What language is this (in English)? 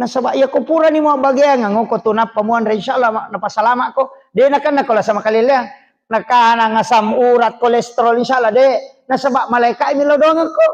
Buginese